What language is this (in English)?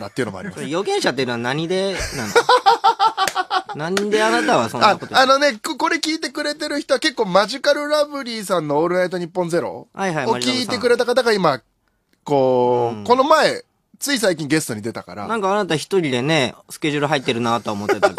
Japanese